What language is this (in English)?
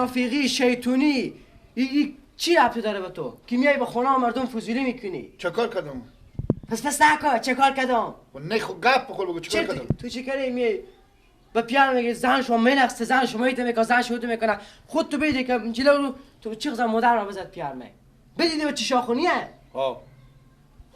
Persian